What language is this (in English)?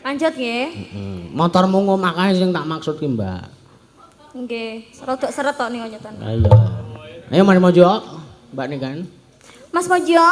Javanese